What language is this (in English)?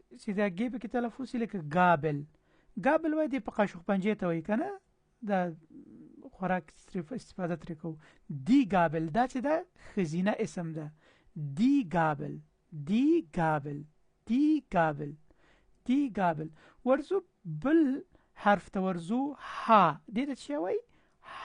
Pashto